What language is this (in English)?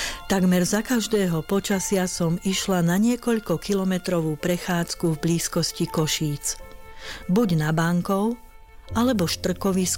Slovak